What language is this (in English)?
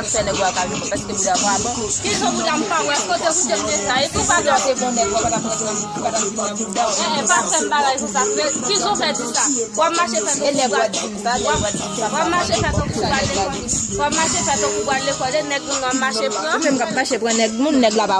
Haitian Creole